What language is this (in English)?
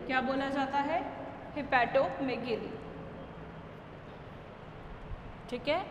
Hindi